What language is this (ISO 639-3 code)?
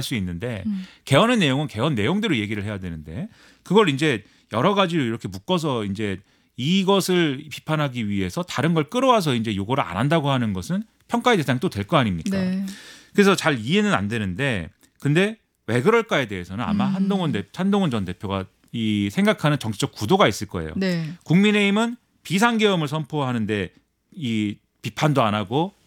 kor